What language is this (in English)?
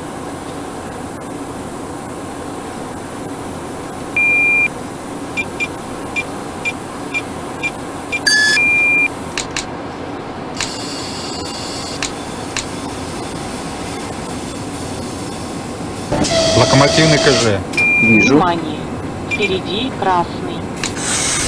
Russian